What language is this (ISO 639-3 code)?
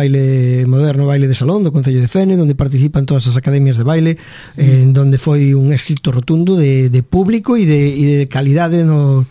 glg